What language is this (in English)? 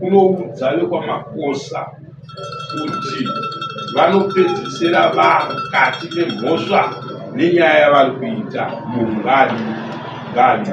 Shona